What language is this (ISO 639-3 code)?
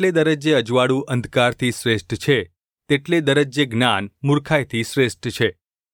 guj